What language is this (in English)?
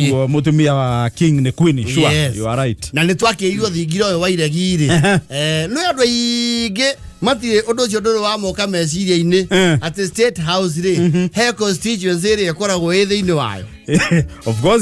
Kikuyu